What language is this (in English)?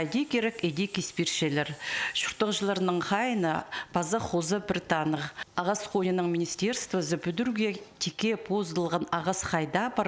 Khakas